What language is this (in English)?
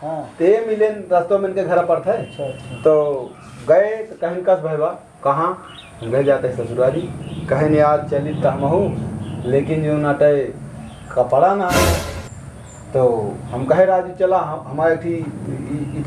Awadhi